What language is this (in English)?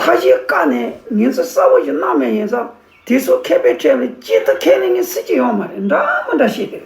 Tibetan